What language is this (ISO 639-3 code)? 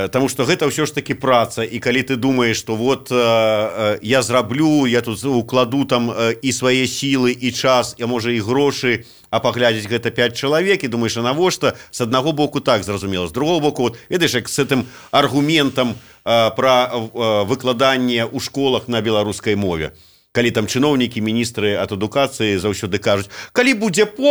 bel